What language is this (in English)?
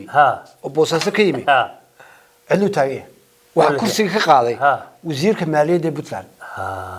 Somali